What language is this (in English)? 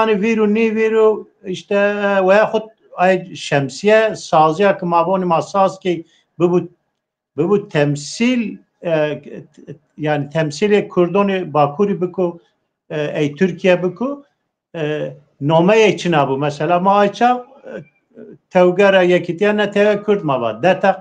Zaza